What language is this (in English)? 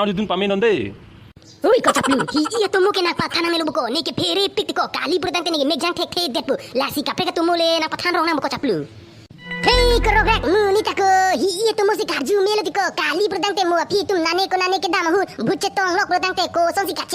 Karbi